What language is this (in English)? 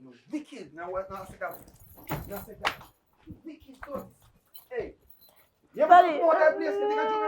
Jamaican Creole English